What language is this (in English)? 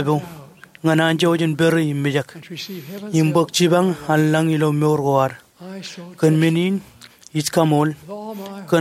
Marshallese